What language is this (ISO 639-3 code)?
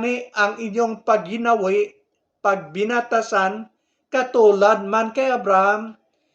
hil